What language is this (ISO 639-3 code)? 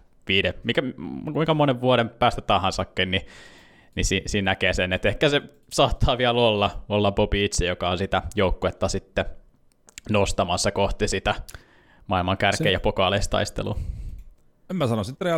fin